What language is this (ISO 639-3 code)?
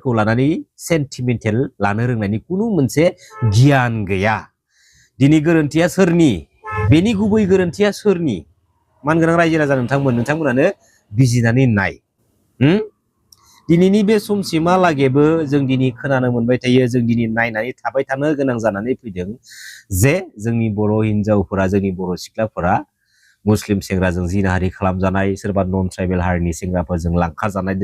brx